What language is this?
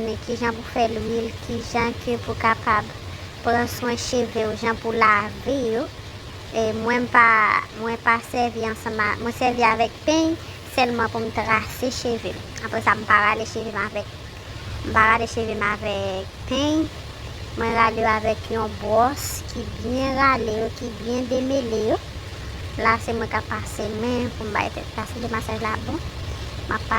Haitian Creole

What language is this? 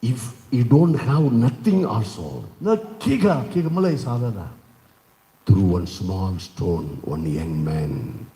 Tangkhul Naga (India)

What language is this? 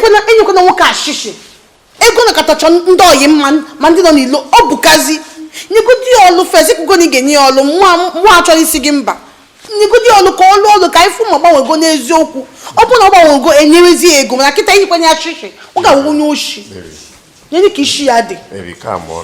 Igbo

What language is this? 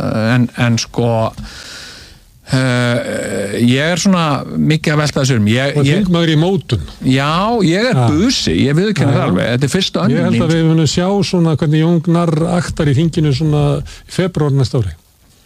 Icelandic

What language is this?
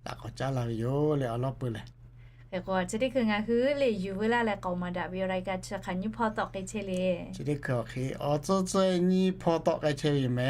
Lahu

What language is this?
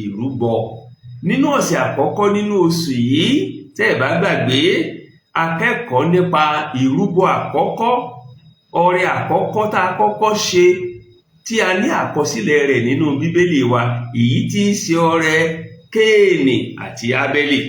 Yoruba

